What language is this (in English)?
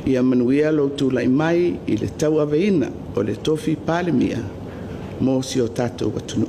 Samoan